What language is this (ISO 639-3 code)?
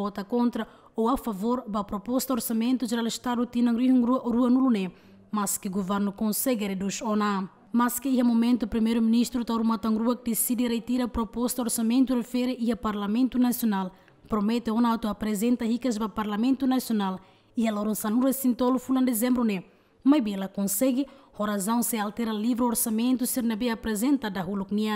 tet